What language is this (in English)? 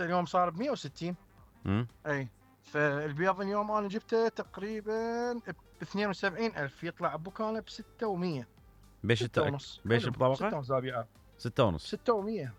Mesopotamian Arabic